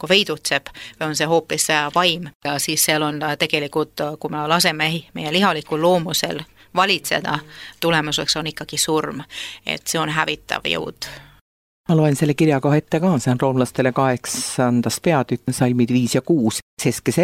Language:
Estonian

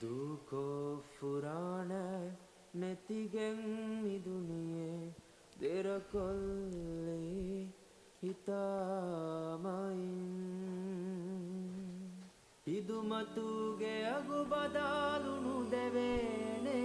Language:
Divehi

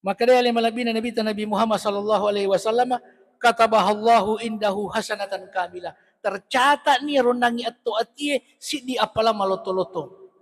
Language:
Buginese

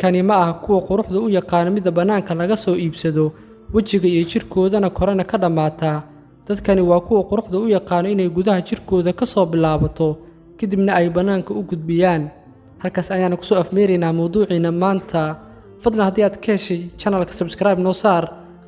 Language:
Somali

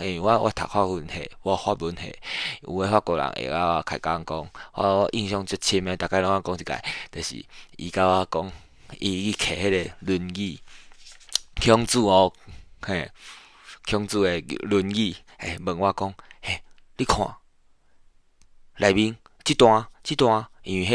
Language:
Min Nan Chinese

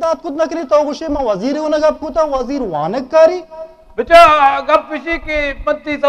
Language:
Eastern Balochi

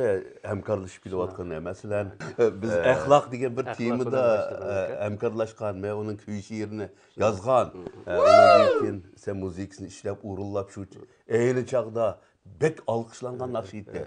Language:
Uyghur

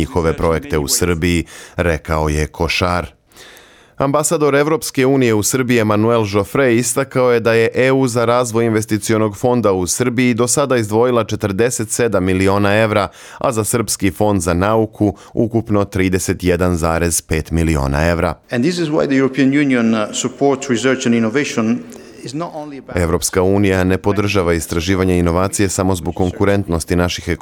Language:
Serbian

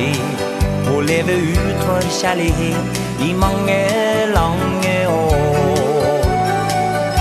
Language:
Norwegian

